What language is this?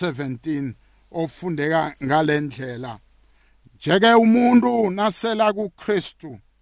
South Ndebele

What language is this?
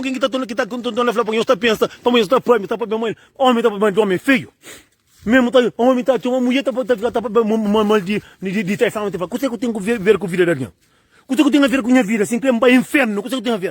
Kabuverdianu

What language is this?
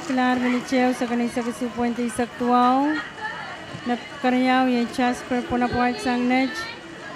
Pohnpeian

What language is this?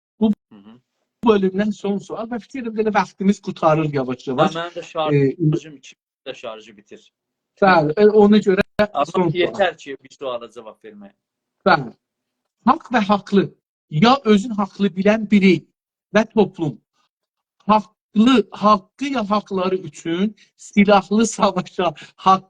South Azerbaijani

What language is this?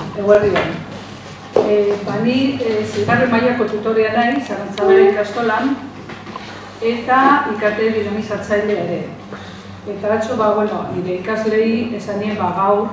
Basque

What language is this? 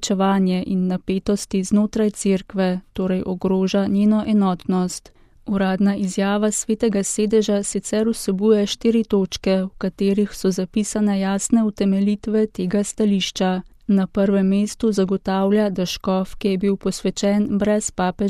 Slovenian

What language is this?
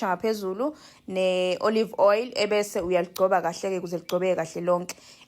Zulu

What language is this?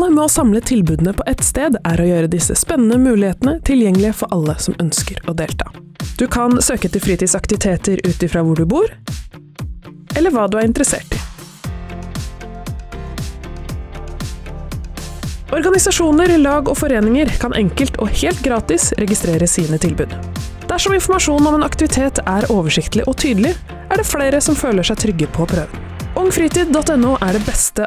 Norwegian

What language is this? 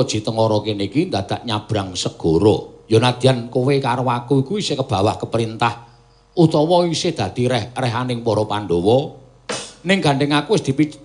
Javanese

